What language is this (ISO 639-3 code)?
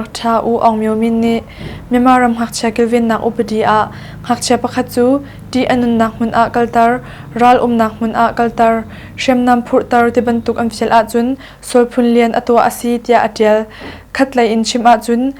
cnh